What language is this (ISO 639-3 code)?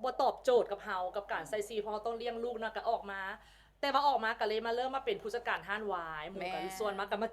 lao